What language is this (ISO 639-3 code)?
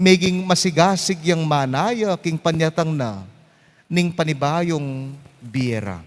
pam